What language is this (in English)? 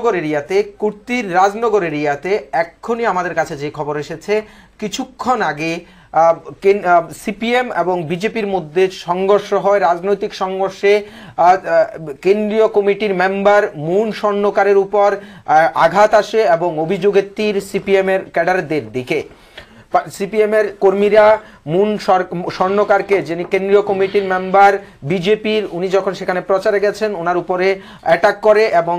Bangla